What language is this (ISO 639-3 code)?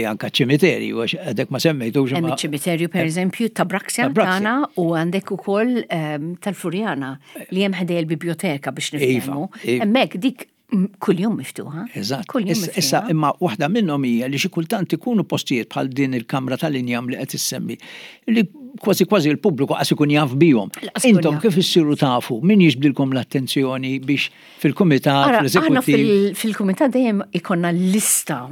mlt